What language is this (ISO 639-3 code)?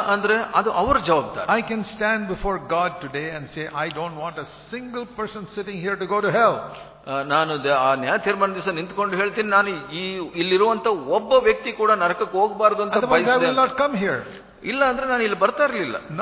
kan